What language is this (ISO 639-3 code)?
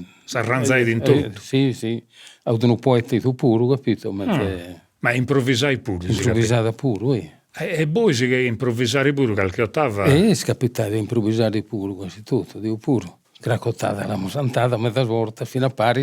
srd